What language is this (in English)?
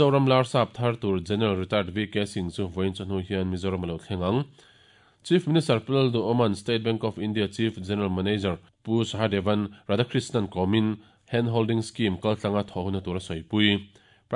Mizo